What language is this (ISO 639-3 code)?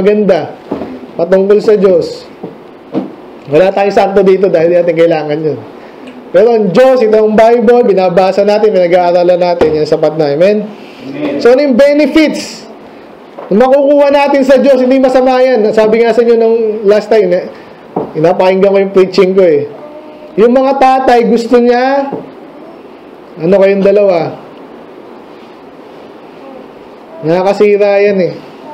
fil